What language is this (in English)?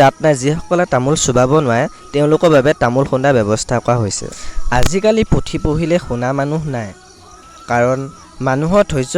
Assamese